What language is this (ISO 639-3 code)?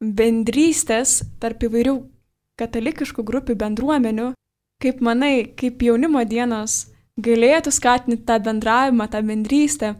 lit